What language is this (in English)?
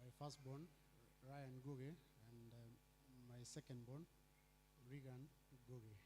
Kikuyu